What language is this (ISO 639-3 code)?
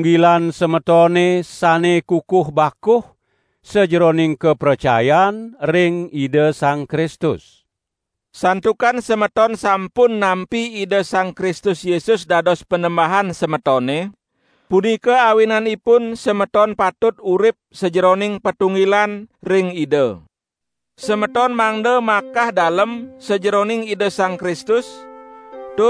ban